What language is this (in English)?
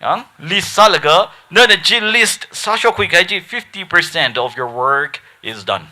Tangkhul Naga (India)